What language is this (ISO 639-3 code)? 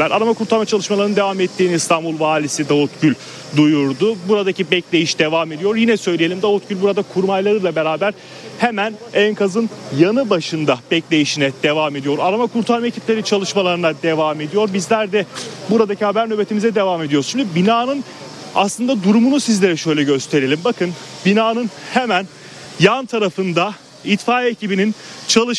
tur